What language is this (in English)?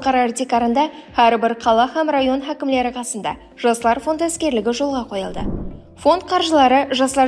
Kara-Kalpak